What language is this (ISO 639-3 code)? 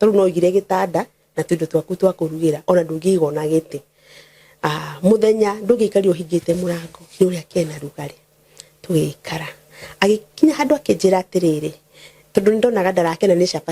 kik